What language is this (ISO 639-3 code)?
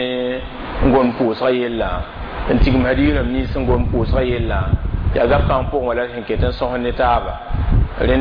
mos